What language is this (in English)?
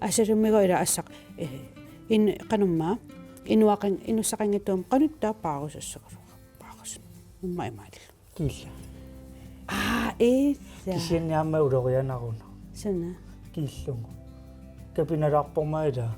Kalaallisut